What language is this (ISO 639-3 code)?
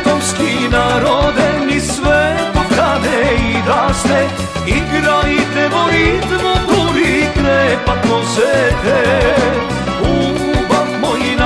mkd